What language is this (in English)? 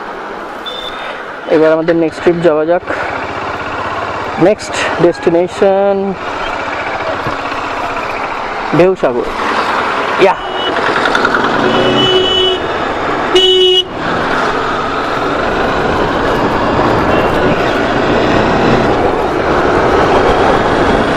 Bangla